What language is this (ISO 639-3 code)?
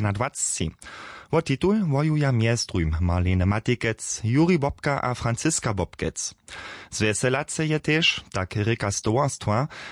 hsb